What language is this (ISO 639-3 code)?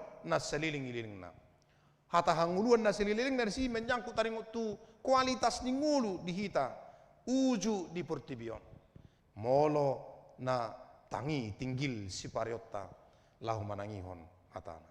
bbc